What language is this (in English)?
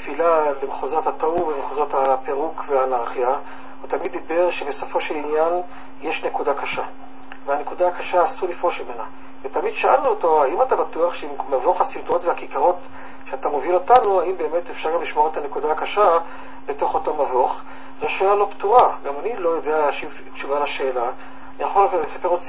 Hebrew